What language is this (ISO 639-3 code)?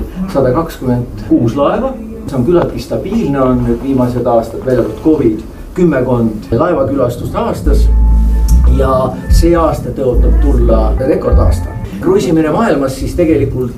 est